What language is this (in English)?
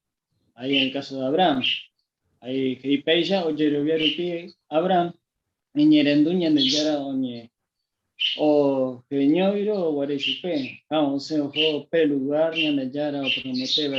Guarani